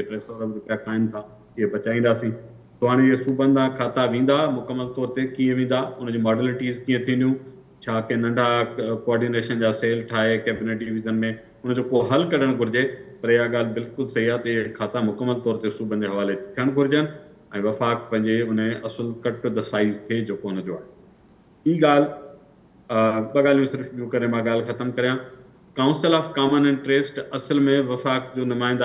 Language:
Sindhi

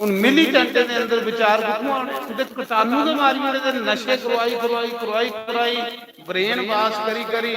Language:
Dogri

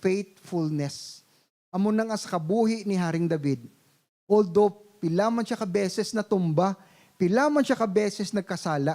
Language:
Hiligaynon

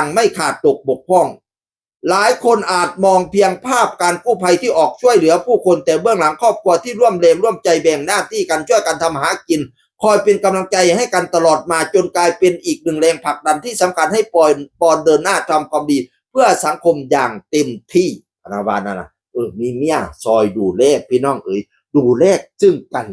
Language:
Northeastern Thai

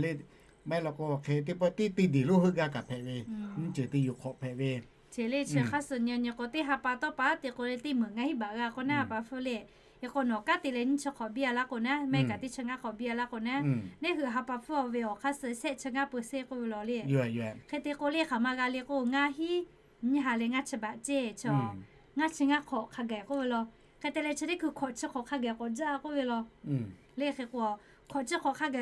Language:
Lahu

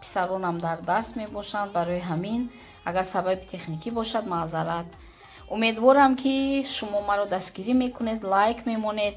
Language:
Tajik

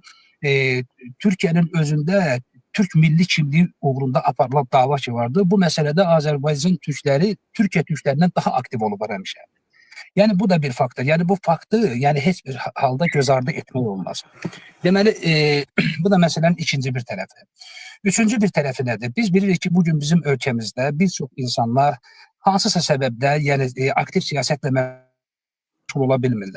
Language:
Azerbaijani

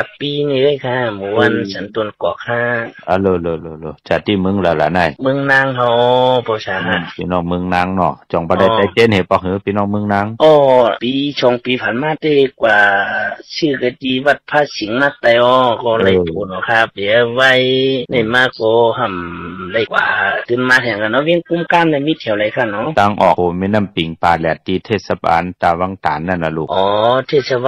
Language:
Shan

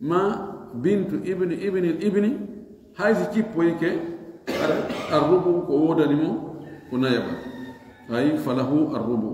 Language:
Fula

